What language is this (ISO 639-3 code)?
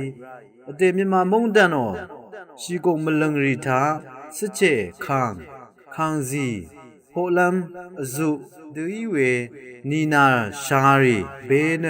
raw